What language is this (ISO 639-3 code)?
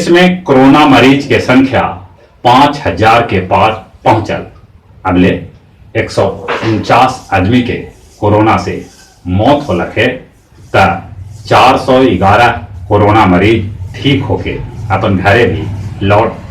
mag